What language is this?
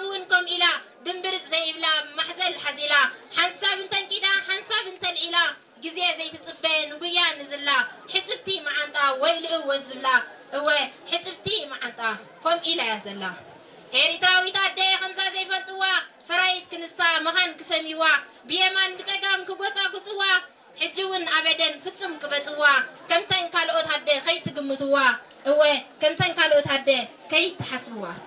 Tigrinya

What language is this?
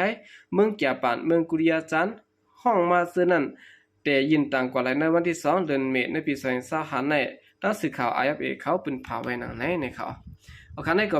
Shan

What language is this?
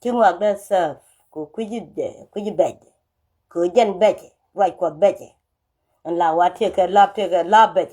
Nuer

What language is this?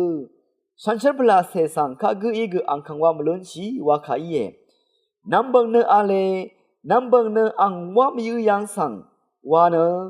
Rawang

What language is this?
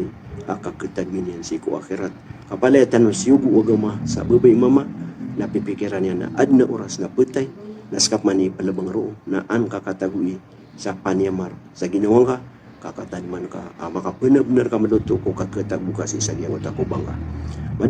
Maranao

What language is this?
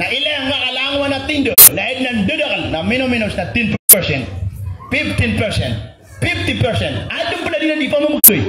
Maranao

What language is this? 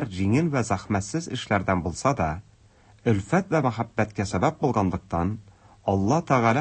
Tatar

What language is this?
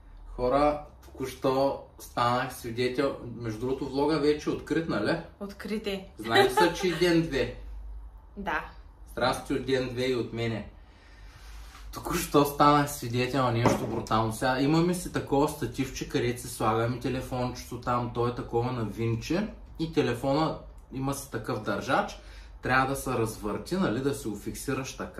Bulgarian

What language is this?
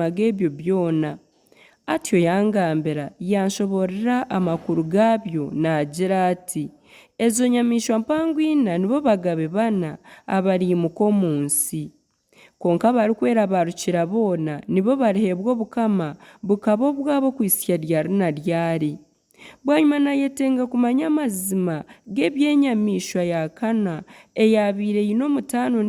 Nyankole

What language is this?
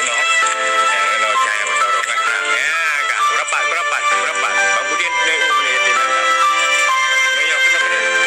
Achinese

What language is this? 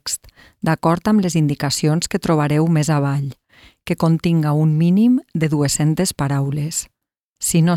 Catalan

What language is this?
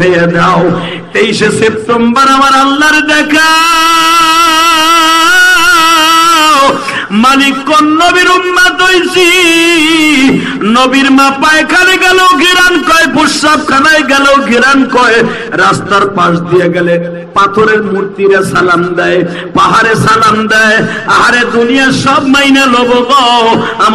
Bangla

